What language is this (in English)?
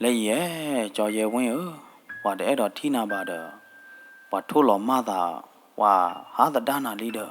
S'gaw Karen